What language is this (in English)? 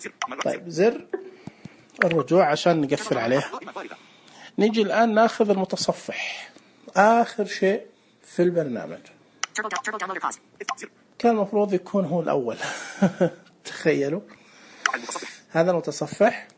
Najdi Arabic